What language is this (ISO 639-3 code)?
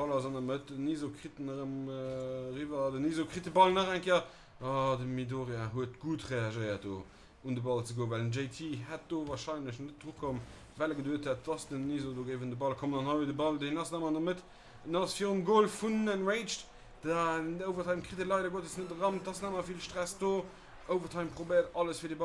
ltz